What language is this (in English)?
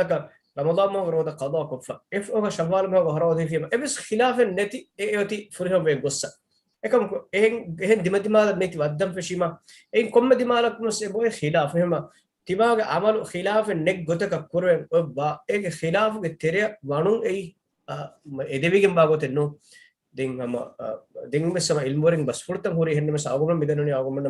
Divehi